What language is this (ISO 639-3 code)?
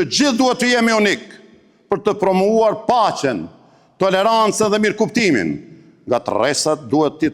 sqi